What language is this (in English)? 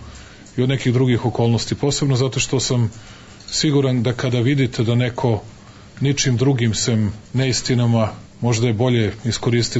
Serbian